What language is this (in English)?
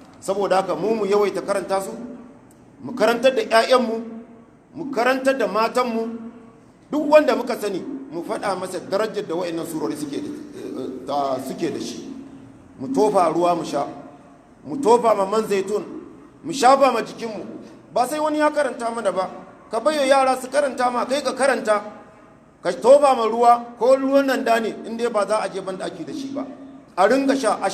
Hausa